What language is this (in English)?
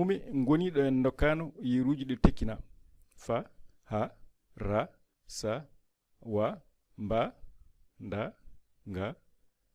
Fula